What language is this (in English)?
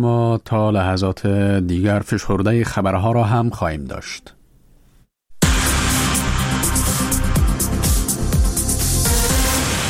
Persian